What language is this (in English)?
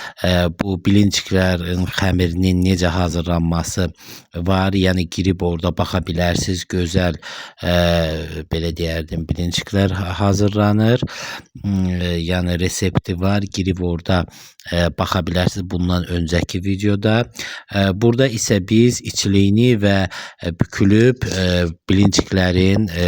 Azerbaijani